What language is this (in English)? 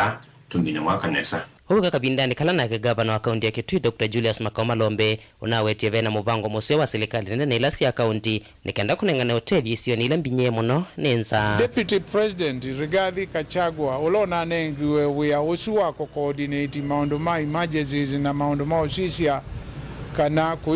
Kamba